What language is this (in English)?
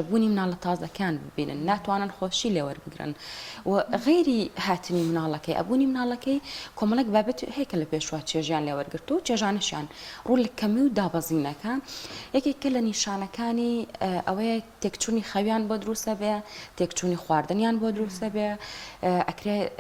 Central Kurdish